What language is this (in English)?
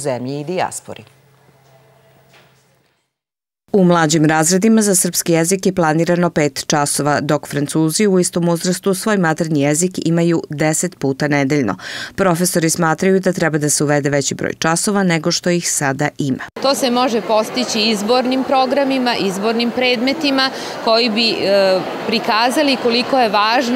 Serbian